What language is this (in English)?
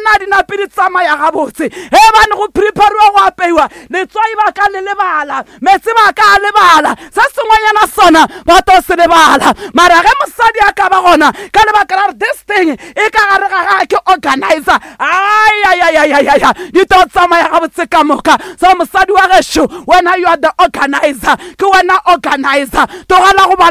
Northern Sotho